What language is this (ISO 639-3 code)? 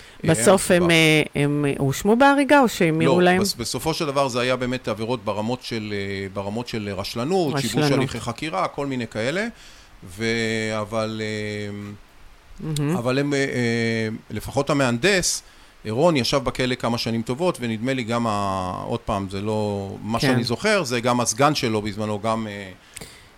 heb